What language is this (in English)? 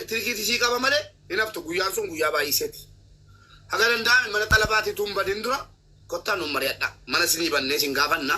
Oromo